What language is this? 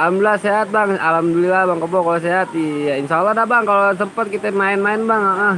Betawi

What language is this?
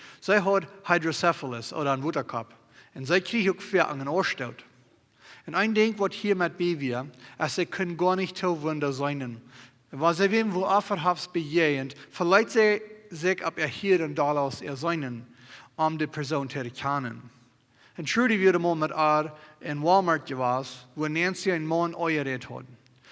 Plautdietsch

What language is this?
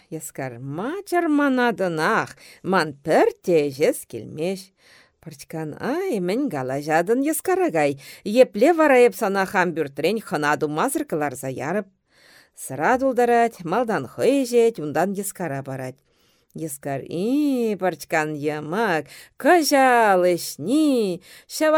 Chuvash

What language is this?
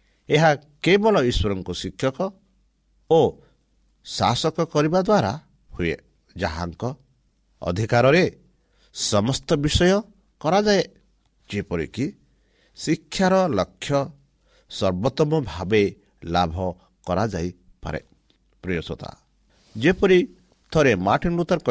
Odia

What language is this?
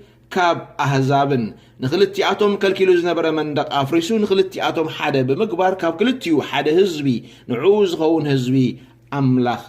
Tigrinya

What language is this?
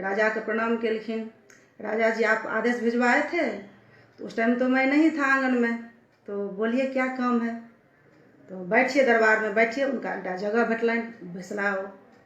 Maithili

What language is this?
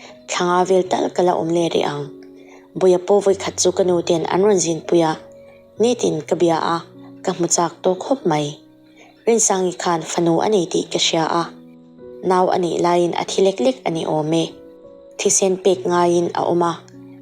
Mizo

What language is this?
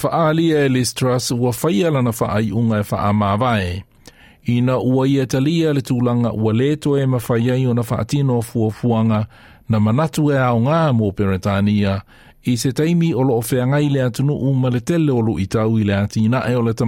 Samoan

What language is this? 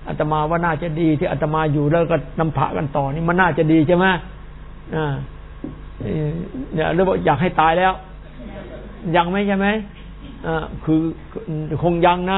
Thai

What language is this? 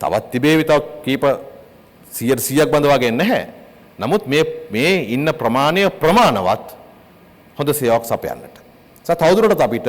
Sinhala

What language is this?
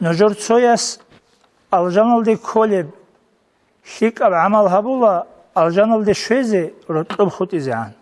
Avaric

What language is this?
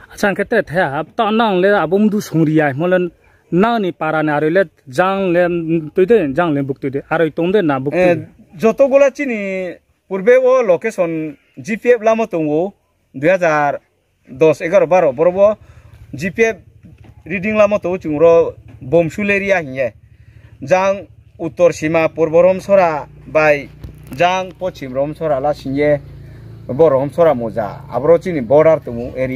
Riang (India)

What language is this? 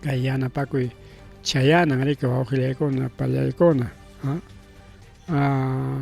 Ayacucho Quechua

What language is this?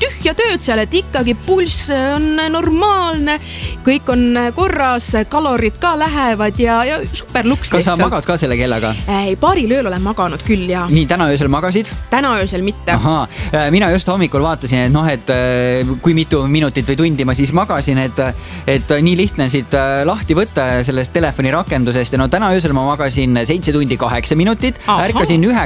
Estonian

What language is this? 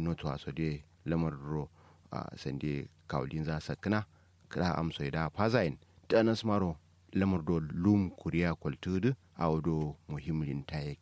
Kanuri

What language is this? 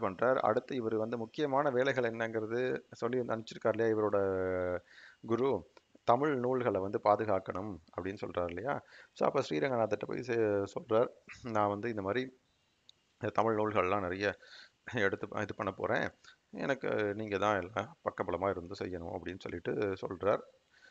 Tamil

